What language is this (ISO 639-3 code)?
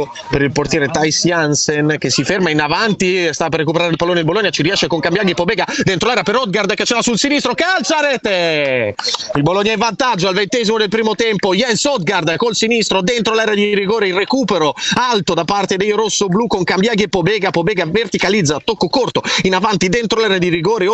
ita